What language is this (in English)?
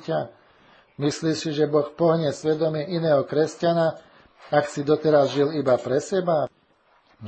Slovak